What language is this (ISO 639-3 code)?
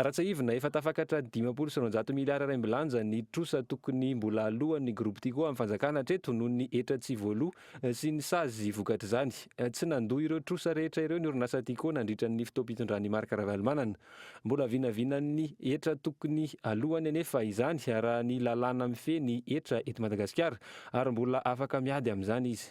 mlg